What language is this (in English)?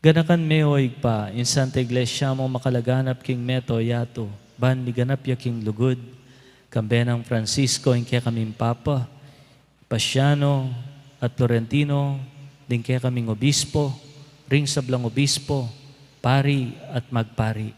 Pampanga